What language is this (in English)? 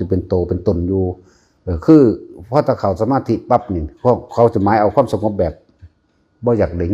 Northeastern Thai